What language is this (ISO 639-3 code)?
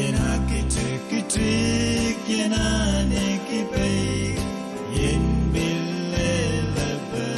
pon